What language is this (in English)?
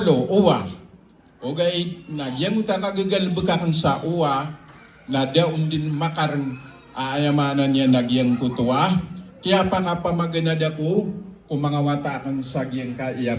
Maranao